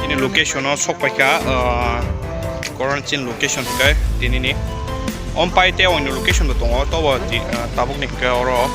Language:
Kok Borok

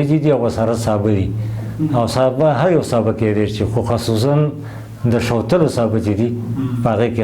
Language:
Pashto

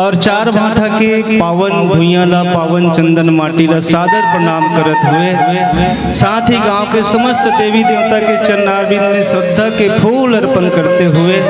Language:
Chhattisgarhi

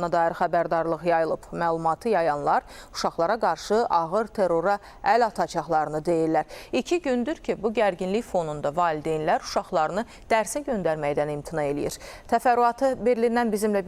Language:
Azerbaijani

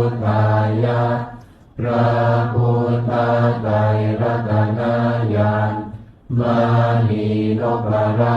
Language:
Pali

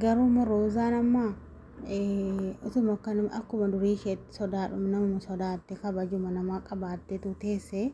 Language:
Oromo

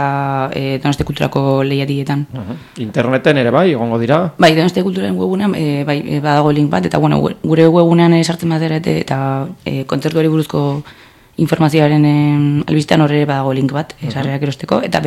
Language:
Basque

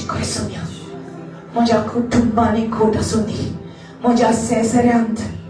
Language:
Konkani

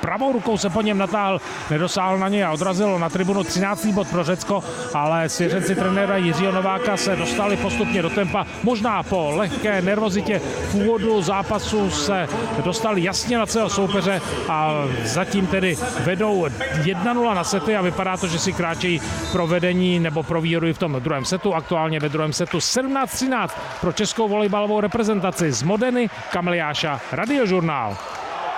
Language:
Czech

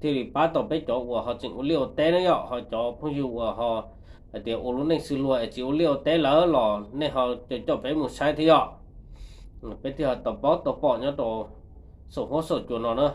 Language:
Hmong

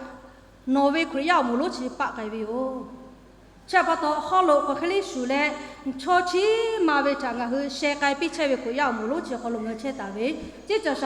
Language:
Lahu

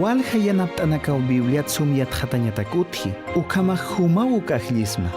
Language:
Aymara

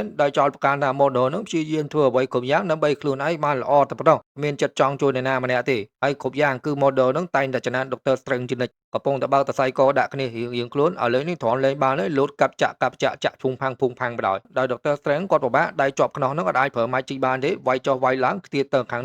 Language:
Khmer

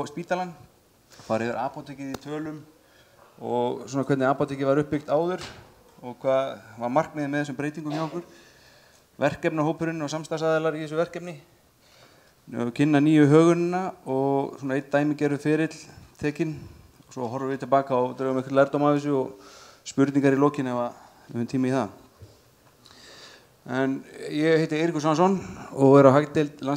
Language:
Icelandic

